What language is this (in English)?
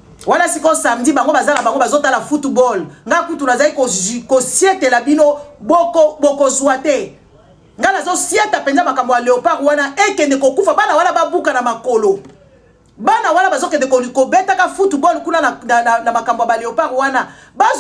Lingala